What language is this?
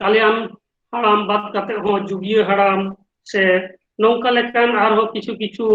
Santali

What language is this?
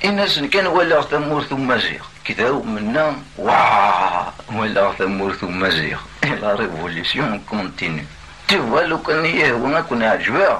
Kabyle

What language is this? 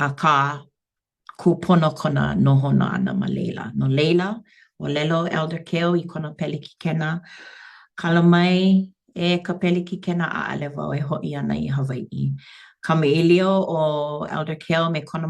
Hawaiian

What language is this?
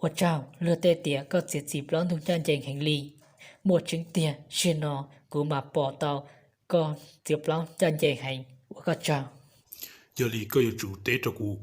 Hmong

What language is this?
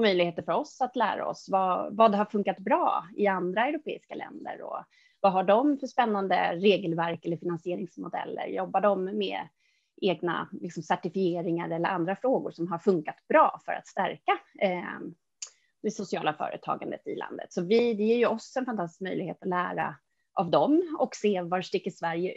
Swedish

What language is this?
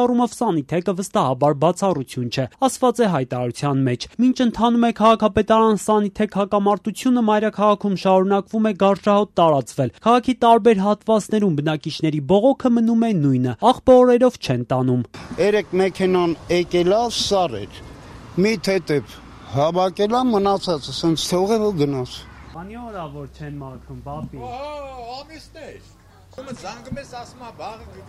Armenian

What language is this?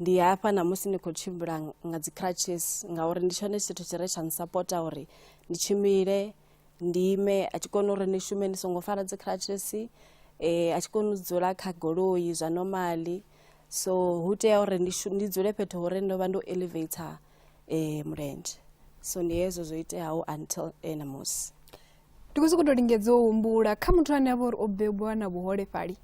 Venda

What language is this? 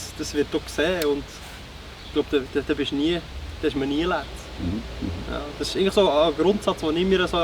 Swiss German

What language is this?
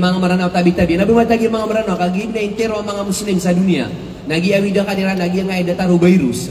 Maranao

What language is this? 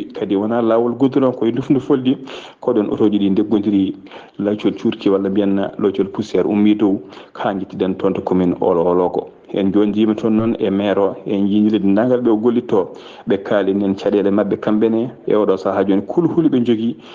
Fula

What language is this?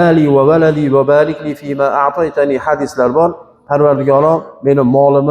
Uzbek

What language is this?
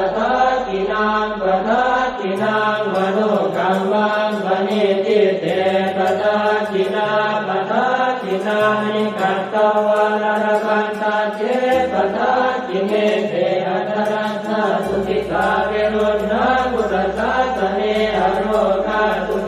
Pali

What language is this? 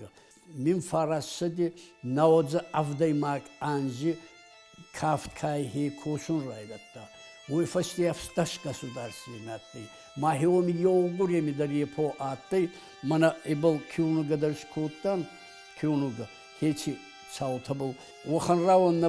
Ossetic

